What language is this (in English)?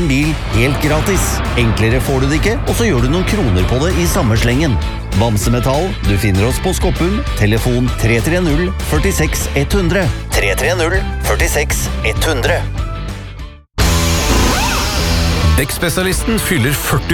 Norwegian